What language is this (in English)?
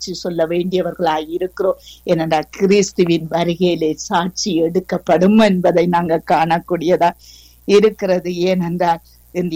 Tamil